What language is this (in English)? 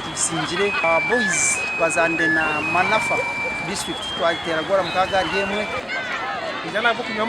Nyankole